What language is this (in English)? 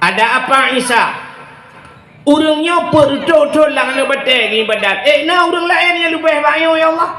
Achinese